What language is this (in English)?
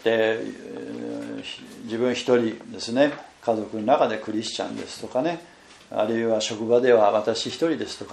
Japanese